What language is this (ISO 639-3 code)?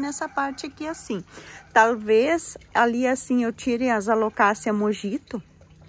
por